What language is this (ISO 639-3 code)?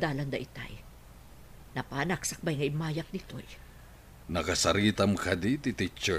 ilo